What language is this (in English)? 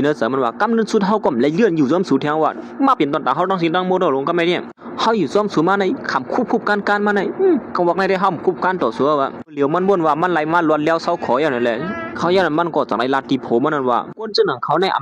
Shan